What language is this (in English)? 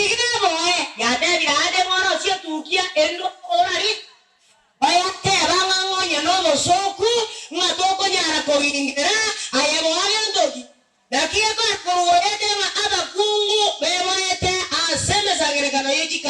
Gusii